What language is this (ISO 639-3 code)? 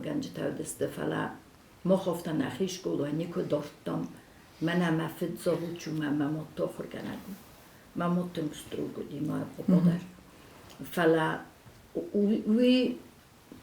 oss